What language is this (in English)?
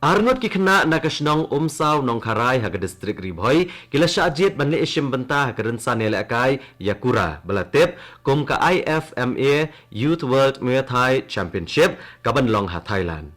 Khasi